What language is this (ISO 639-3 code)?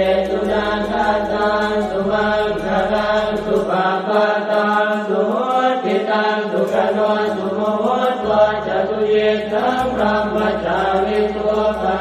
pli